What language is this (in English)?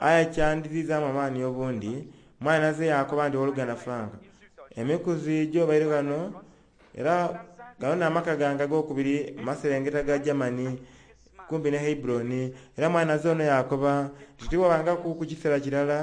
Soga